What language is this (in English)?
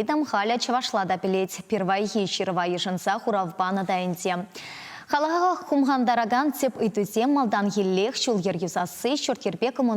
Chuvash